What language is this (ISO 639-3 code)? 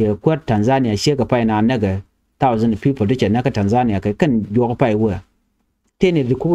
nus